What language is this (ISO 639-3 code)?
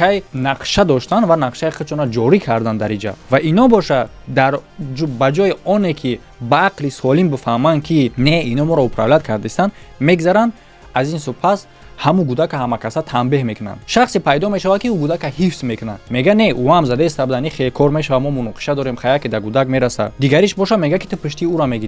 tgk